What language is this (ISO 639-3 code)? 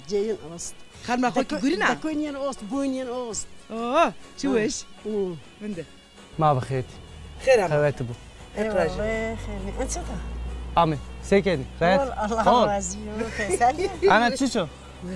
zza